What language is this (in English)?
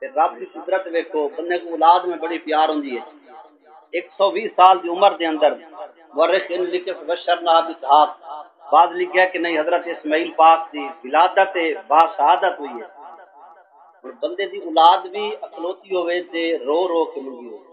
Saraiki